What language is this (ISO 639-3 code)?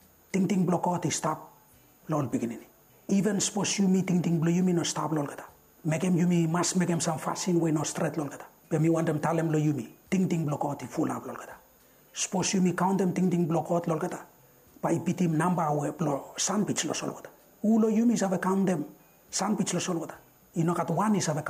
bis